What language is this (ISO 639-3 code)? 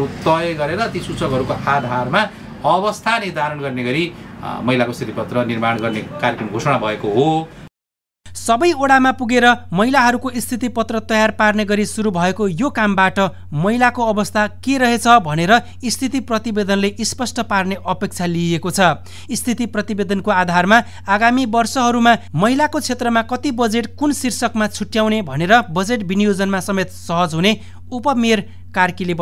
nep